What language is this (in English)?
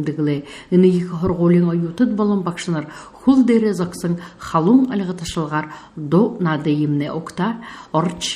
Buriat